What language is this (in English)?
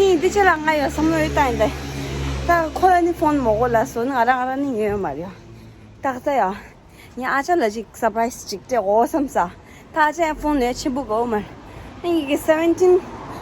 Tibetan